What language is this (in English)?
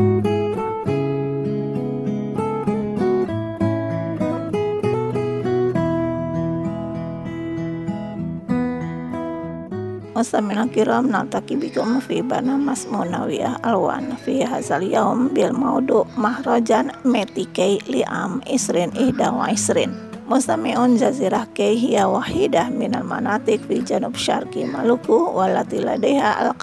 Indonesian